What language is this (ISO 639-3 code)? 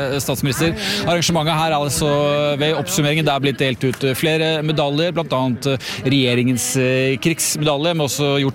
nor